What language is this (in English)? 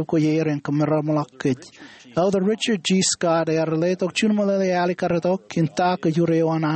Marshallese